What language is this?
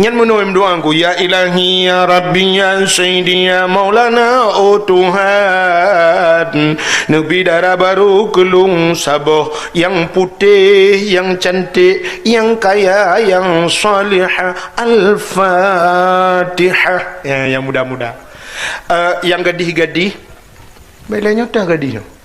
Achinese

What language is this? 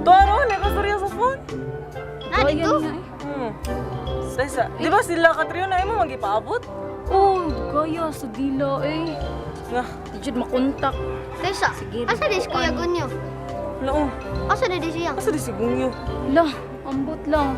Cebuano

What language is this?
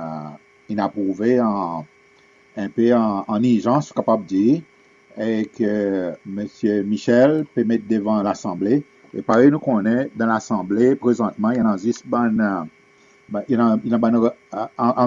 Seselwa Creole French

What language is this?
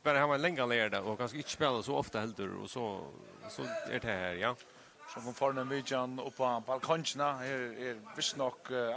Faroese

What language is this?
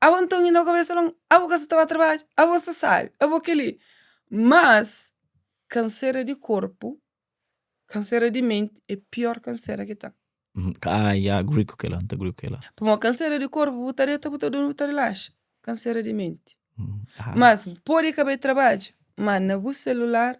Kabuverdianu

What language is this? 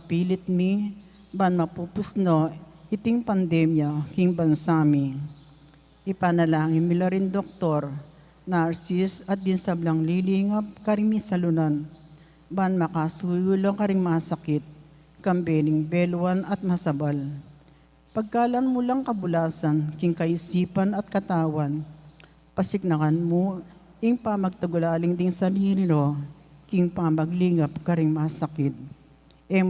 Pampanga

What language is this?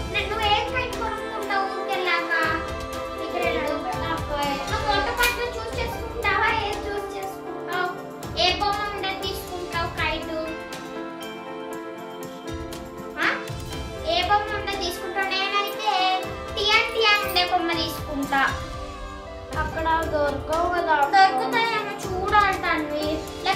Telugu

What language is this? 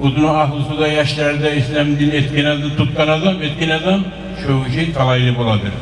Kumyk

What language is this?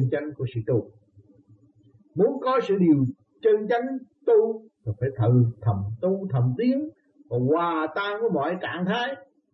Vietnamese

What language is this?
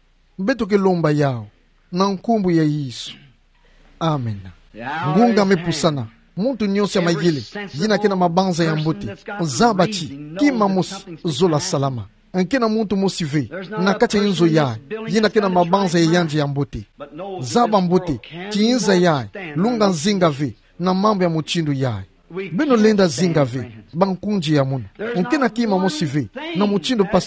Kituba (Democratic Republic of Congo)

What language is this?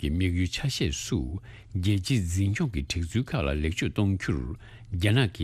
Tibetan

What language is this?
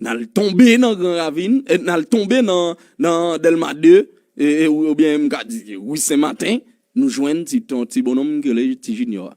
Haitian Creole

